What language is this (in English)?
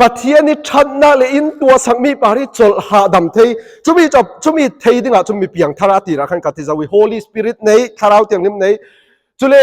Falam Chin